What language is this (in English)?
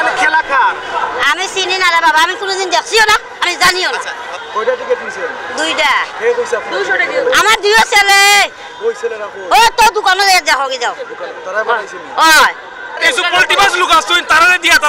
Sylheti